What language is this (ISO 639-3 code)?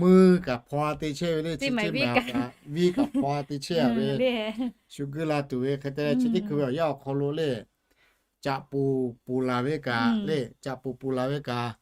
lhu